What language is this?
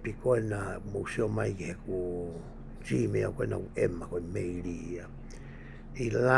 Tongan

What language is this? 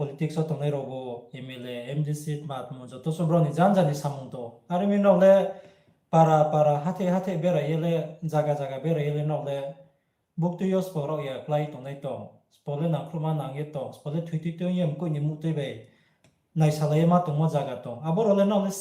Riang (India)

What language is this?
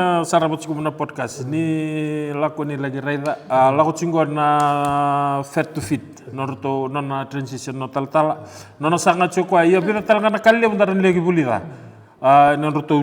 Fijian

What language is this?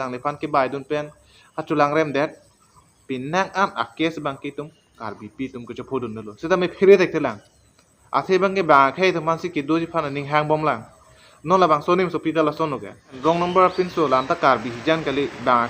Karbi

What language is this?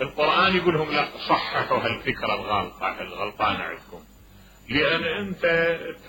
Mesopotamian Arabic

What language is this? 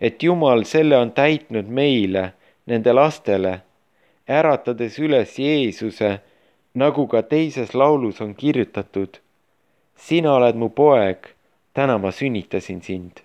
Estonian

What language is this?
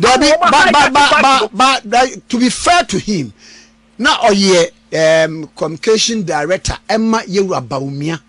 Akan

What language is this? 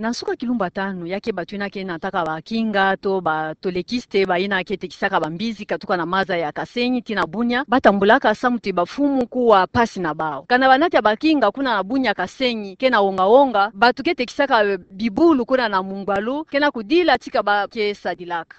Kituba (Democratic Republic of Congo)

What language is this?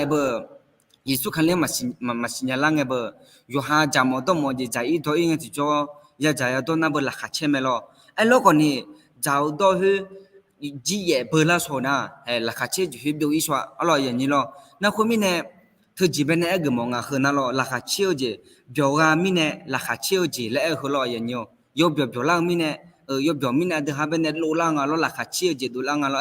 Akha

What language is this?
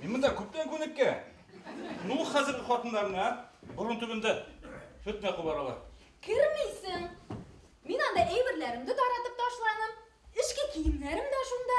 Bashkir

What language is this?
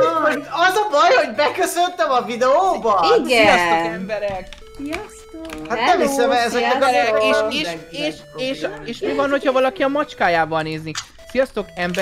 Hungarian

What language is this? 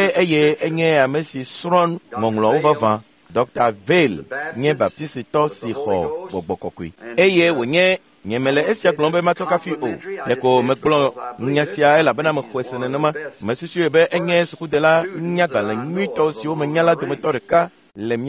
Ewe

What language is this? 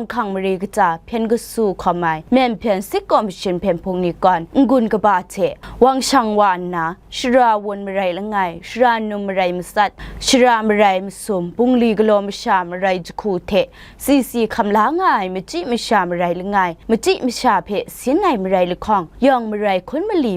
Kachin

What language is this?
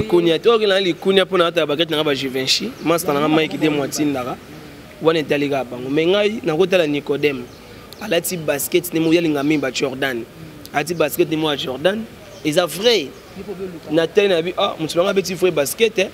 Lingala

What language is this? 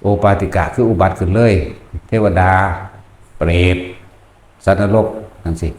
Northeastern Thai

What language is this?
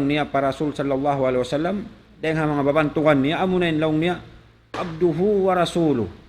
Tausug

